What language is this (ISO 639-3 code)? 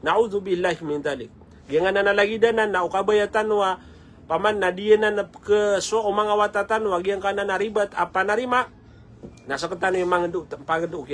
mrw